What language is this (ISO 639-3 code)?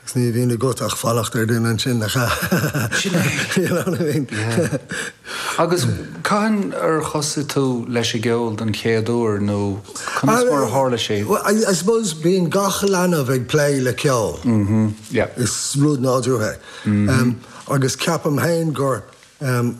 gle